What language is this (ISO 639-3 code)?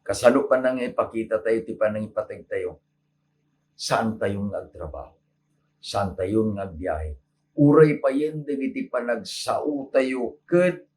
ilo